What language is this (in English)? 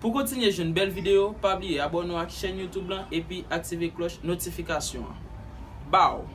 Haitian Creole